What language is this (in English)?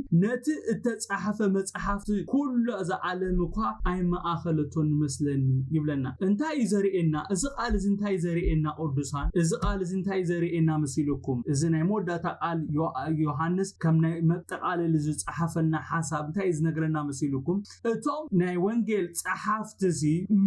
Tigrinya